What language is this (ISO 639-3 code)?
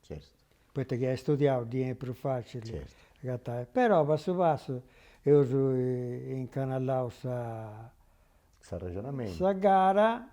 srd